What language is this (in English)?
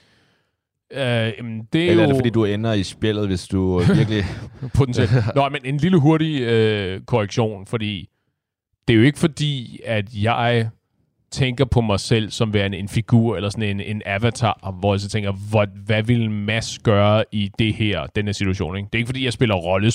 Danish